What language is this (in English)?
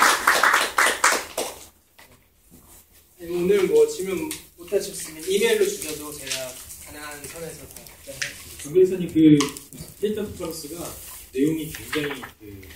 Korean